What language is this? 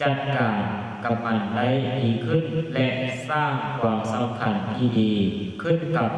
Lao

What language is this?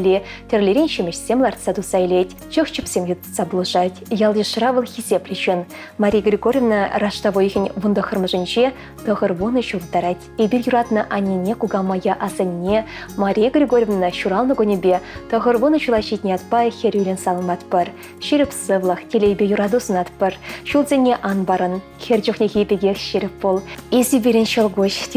Chuvash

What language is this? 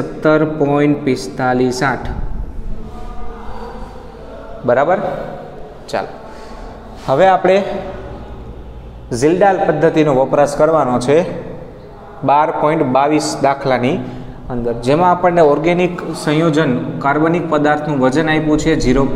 Gujarati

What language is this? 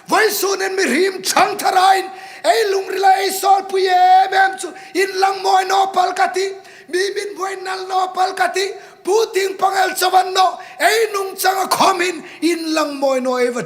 Hmar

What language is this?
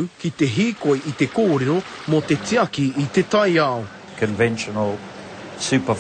Māori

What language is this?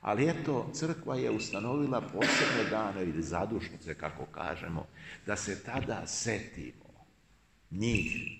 Serbian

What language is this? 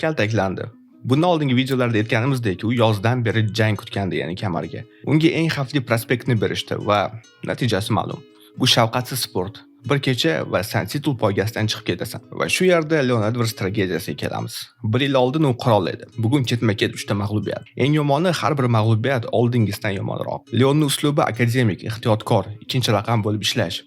Uzbek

